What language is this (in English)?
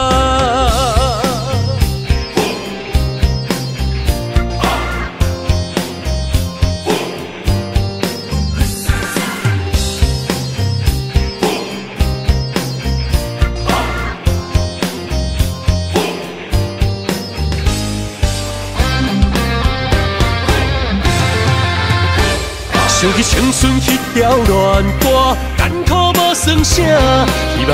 Min Nan Chinese